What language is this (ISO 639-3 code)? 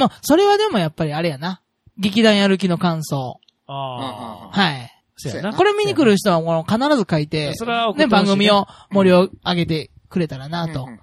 jpn